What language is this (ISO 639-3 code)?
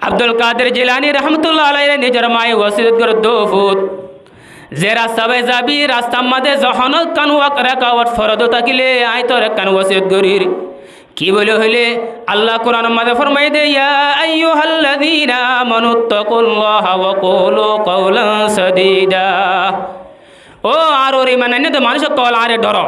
rhg